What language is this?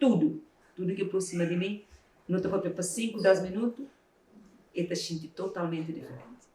Kabuverdianu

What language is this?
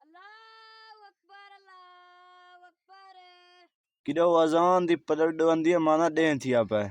Saraiki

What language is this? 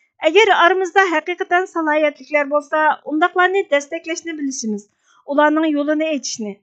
Uyghur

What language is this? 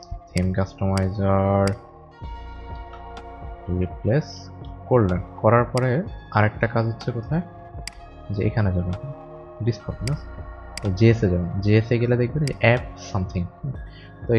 Bangla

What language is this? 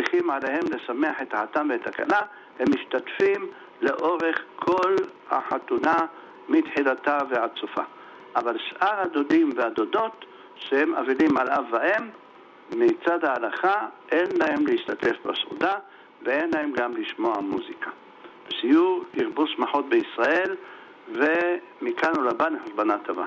Hebrew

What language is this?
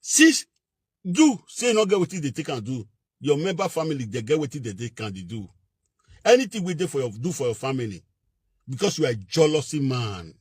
Nigerian Pidgin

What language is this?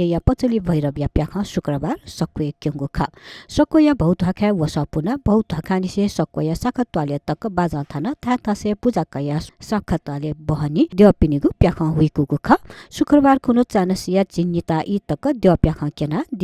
Newari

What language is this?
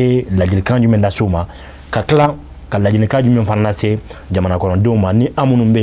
Bambara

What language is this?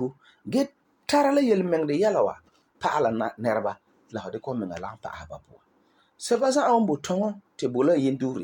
Frafra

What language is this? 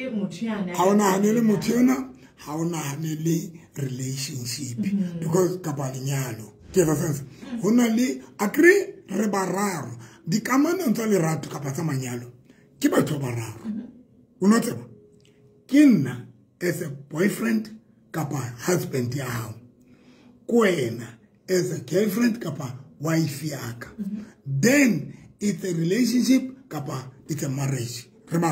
Southern Sotho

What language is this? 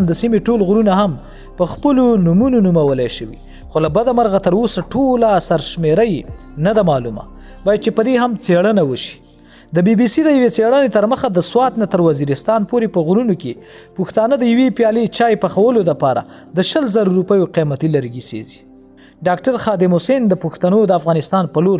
Pashto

